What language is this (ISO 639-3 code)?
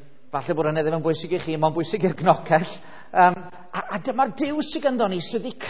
cym